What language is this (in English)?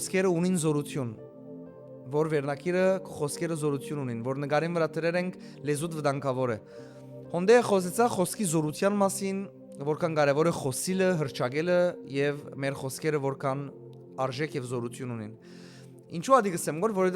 Western Armenian